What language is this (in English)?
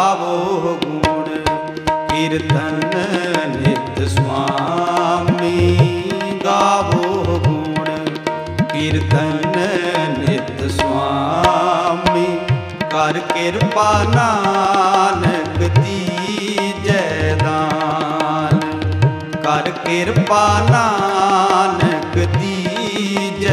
Punjabi